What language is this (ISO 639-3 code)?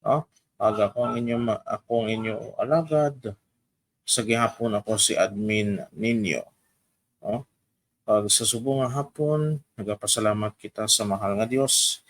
hil